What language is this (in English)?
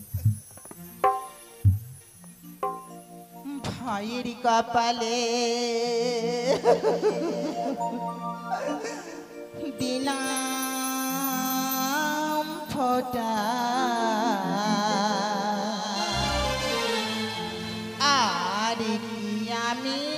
Bangla